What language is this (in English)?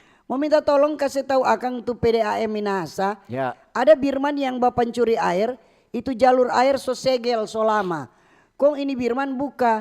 Manado Malay